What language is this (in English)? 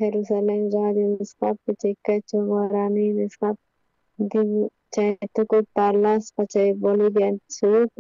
South Bolivian Quechua